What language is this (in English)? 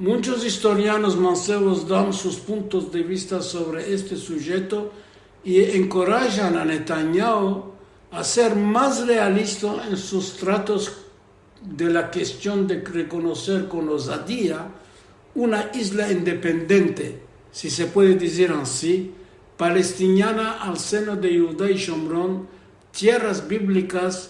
Ladino